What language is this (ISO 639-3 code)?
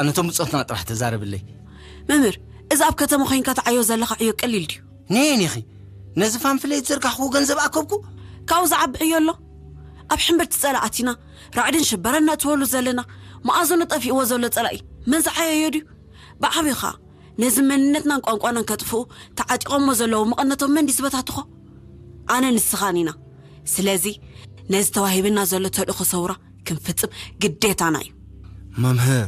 tir